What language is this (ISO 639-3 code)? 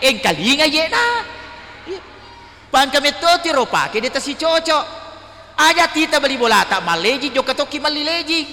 bug